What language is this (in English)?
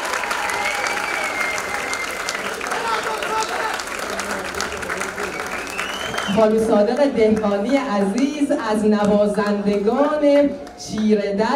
Persian